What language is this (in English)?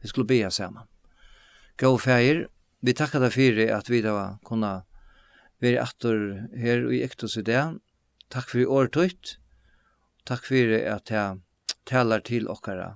Faroese